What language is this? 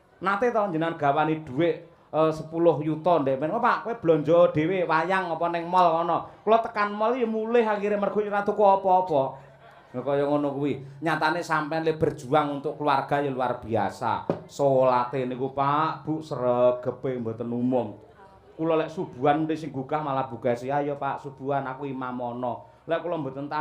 Javanese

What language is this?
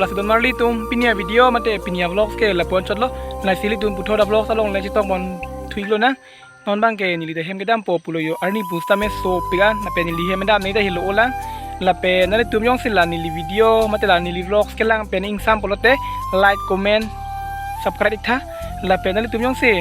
Karbi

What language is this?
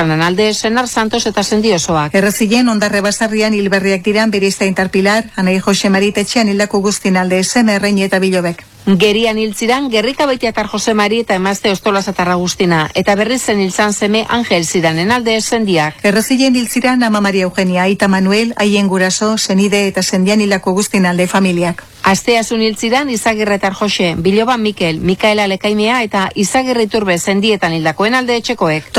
Basque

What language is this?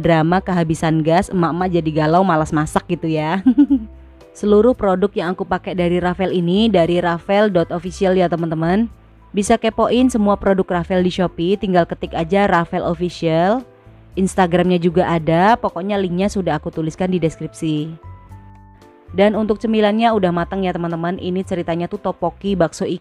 Indonesian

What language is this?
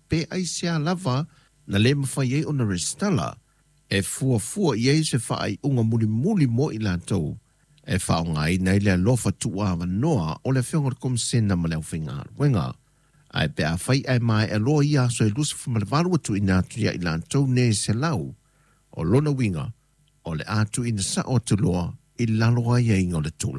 Samoan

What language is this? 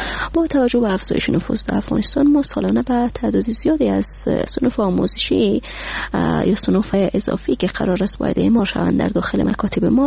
Persian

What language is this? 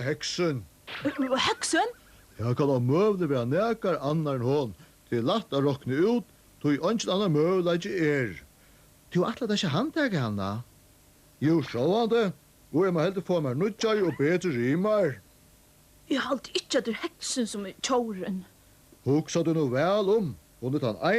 Faroese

